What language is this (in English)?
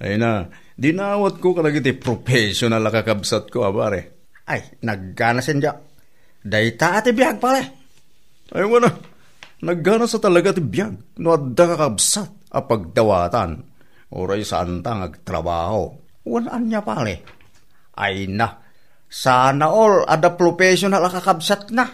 Iloko